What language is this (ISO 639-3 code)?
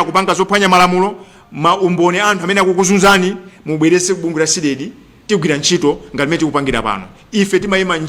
nya